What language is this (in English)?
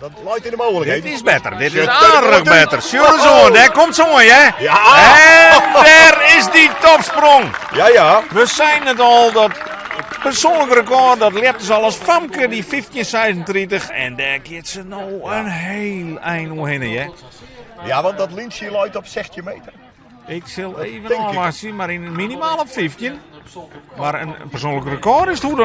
Western Frisian